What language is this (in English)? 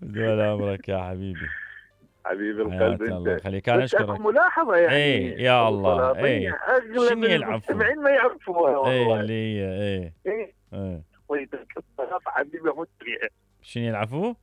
Mesopotamian Arabic